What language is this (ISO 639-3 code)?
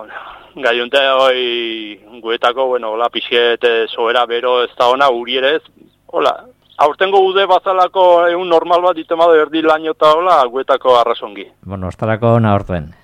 eus